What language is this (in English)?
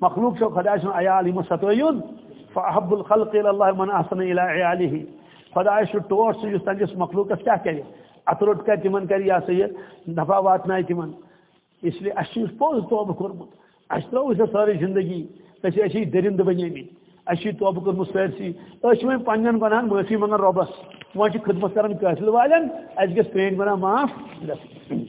Kashmiri